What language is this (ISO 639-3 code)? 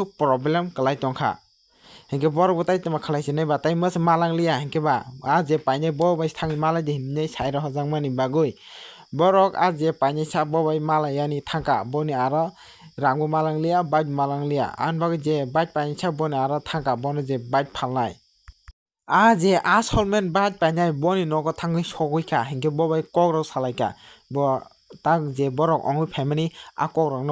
trp